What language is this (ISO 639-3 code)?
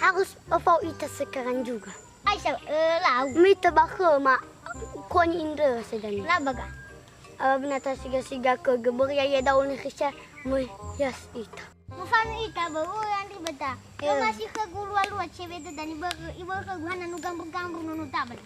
nia